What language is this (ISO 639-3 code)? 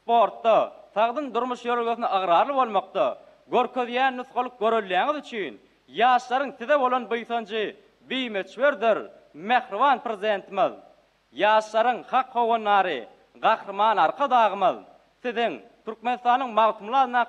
tuk